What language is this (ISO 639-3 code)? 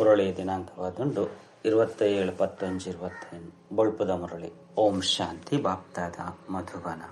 tcy